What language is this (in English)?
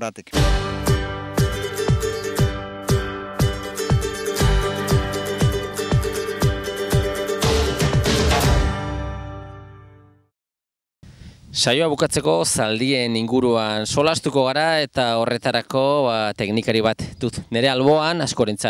Basque